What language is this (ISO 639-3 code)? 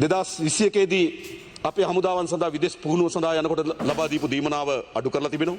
sin